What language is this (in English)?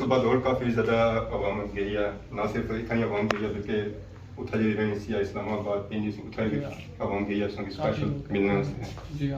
Pahari-Potwari